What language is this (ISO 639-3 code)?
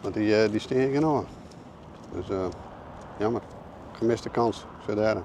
fry